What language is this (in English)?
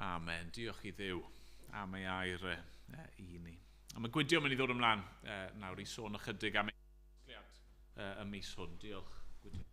Welsh